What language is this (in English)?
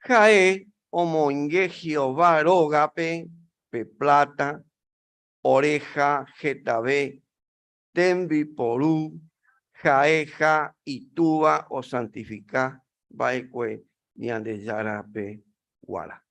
Guarani